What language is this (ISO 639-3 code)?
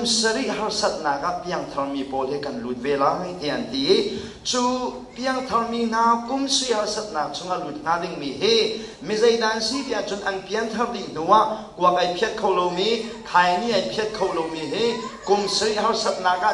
cnh